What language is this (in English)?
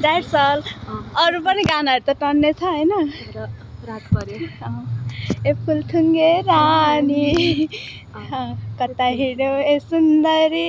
Nepali